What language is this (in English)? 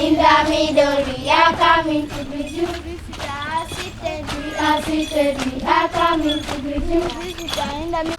Acoli